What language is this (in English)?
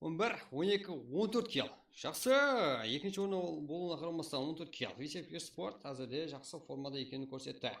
Kara-Kalpak